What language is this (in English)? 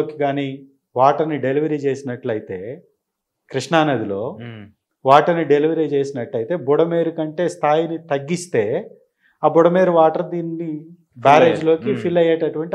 Telugu